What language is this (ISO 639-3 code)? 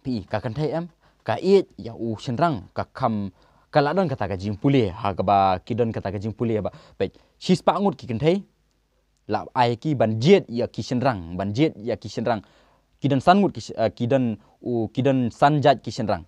kha